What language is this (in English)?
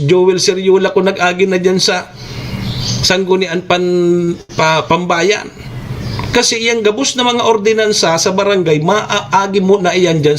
Bikol